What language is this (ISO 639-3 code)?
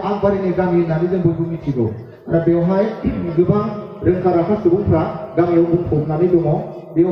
brx